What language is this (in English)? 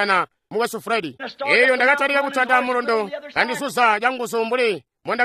Tonga (Zambia)